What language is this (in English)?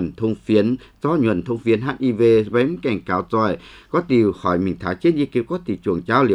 Vietnamese